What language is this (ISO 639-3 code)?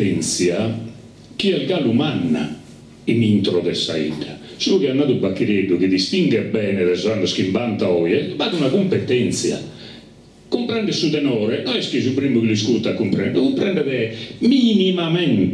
srd